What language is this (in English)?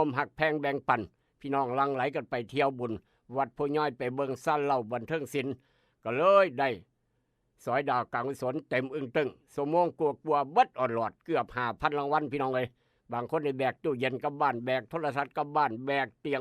Northeastern Thai